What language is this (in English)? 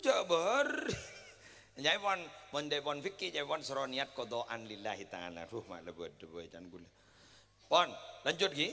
Madurese